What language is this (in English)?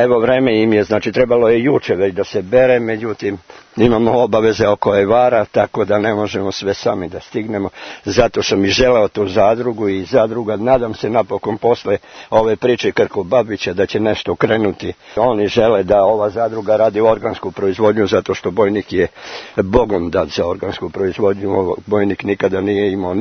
Serbian